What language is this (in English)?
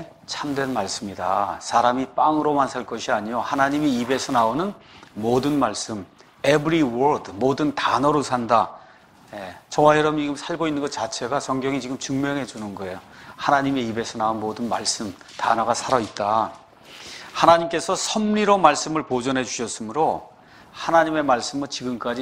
Korean